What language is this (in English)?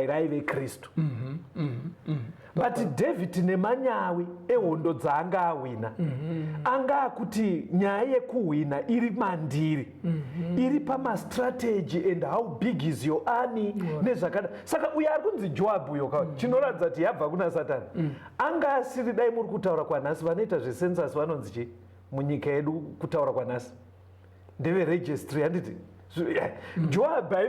Shona